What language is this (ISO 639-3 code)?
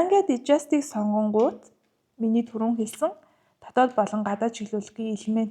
mon